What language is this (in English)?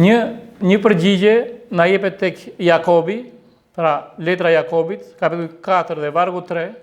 Albanian